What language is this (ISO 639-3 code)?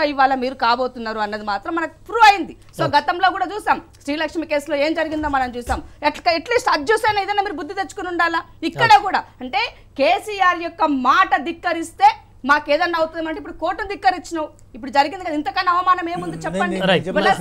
tel